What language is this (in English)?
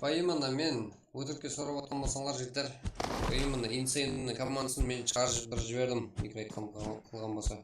Kara-Kalpak